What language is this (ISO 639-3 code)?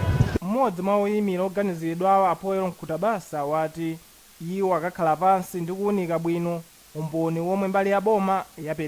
nya